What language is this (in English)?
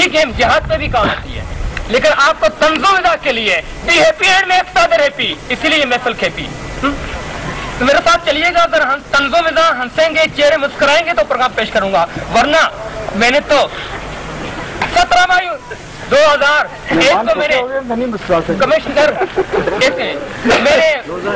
Urdu